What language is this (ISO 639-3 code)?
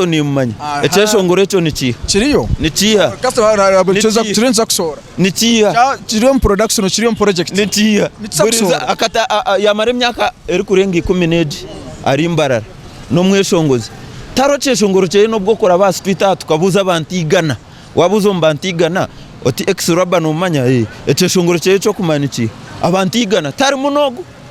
nyn